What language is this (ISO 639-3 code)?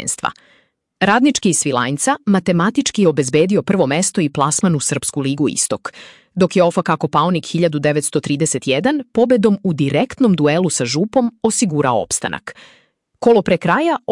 srp